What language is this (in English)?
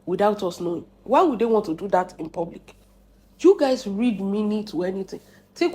Yoruba